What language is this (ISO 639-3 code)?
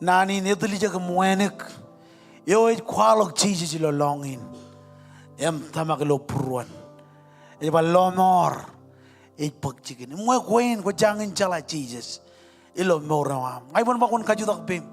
mah